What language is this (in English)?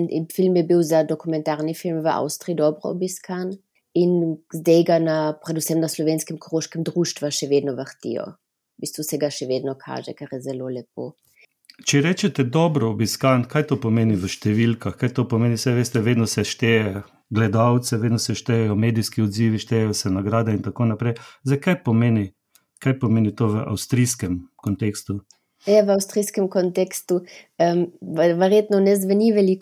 Slovenian